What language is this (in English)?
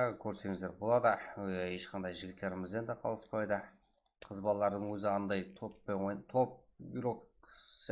Kara-Kalpak